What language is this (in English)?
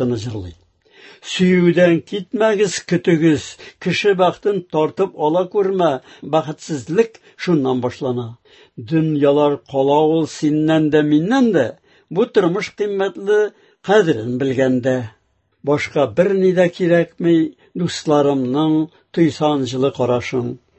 Tatar